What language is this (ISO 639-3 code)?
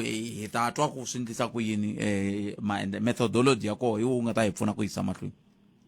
tso